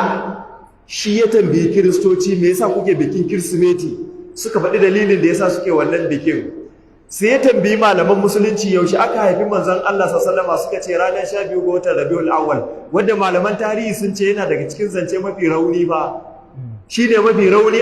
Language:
Hausa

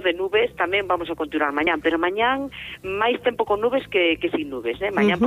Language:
Galician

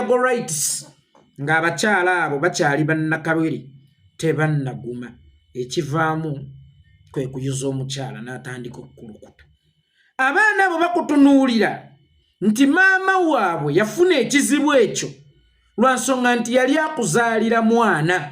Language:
Ganda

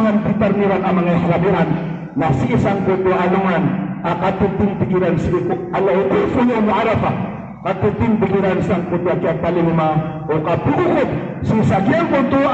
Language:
Maranao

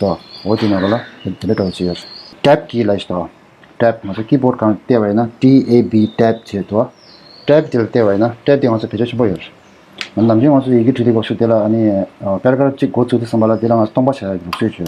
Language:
Tibetan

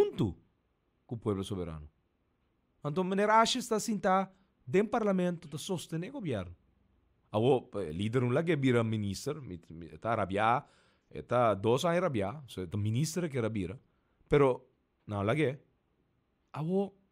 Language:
Papiamento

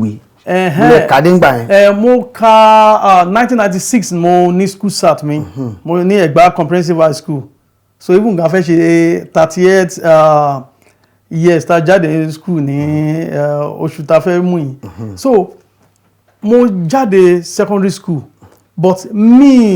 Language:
Yoruba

